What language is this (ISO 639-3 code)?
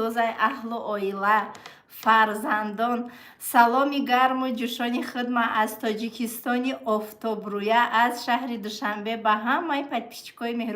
tgk